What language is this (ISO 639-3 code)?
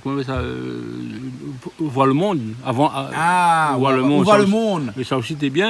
rcf